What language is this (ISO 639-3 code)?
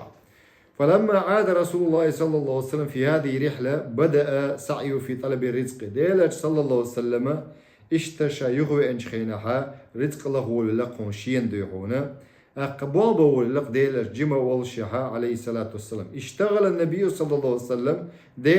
che